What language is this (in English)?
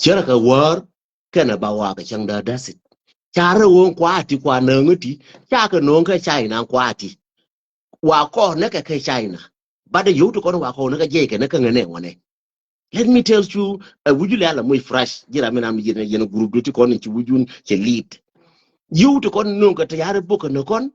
Nuer